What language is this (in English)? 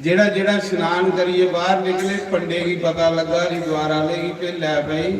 Dogri